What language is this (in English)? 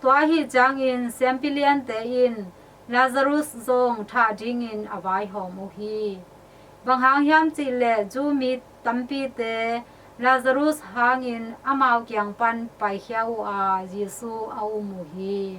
Tedim Chin